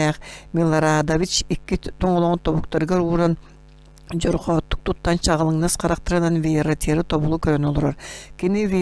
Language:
Yakut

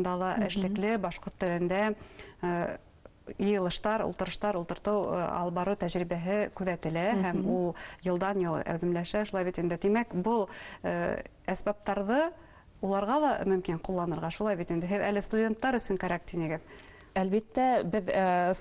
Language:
Bashkir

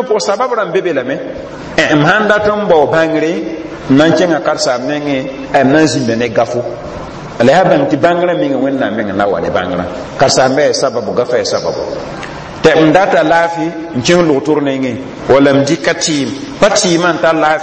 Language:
Mossi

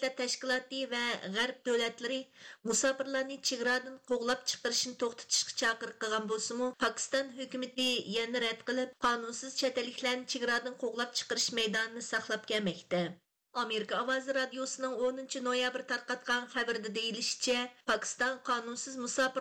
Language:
Uyghur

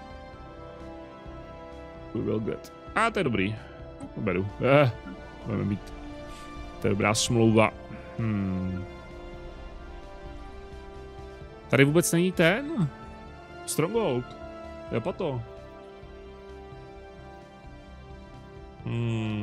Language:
Czech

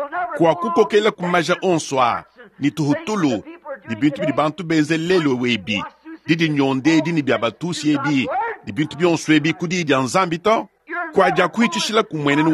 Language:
Luba-Lulua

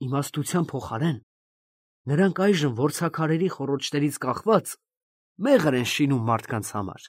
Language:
Armenian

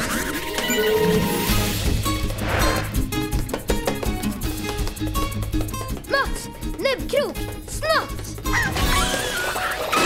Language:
Swedish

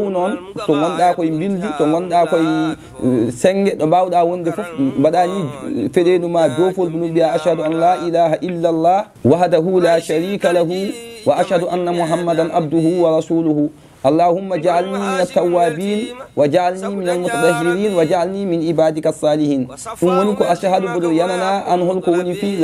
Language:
Fula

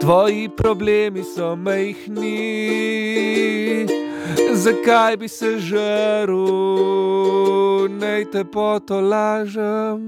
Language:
Slovenian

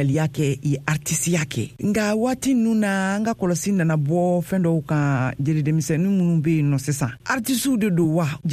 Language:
Bambara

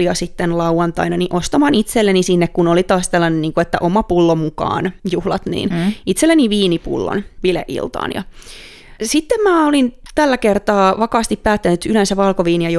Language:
Finnish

